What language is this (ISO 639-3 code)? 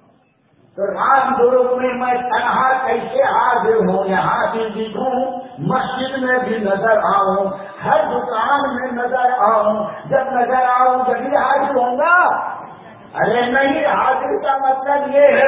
urd